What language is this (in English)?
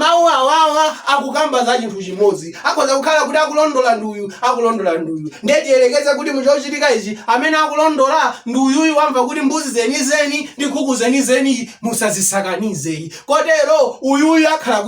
Nyanja